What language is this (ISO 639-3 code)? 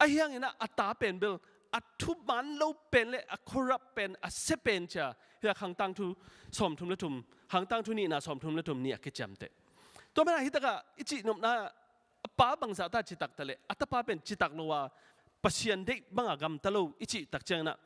ctd